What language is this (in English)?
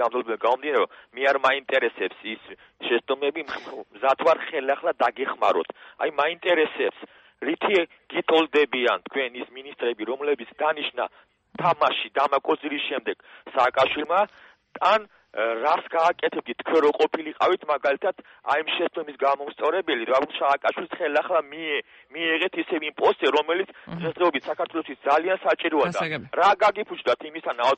Georgian